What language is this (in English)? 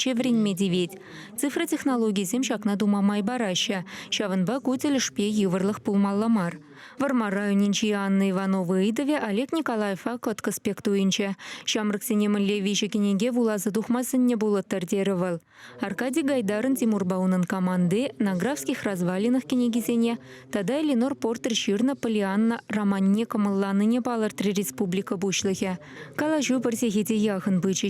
Chuvash